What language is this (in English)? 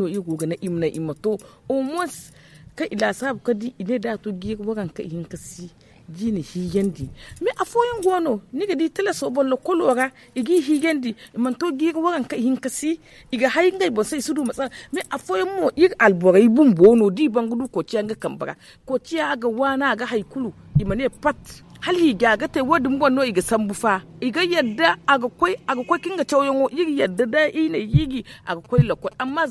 Zarma